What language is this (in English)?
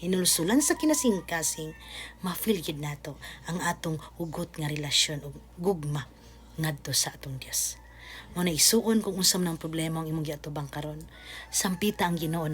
Cebuano